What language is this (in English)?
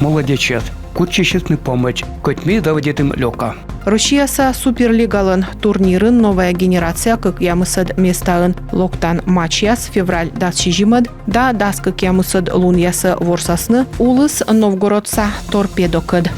Komi